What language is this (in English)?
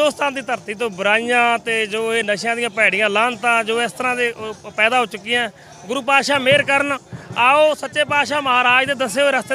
Punjabi